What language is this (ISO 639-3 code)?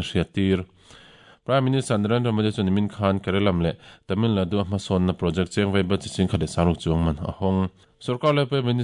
lus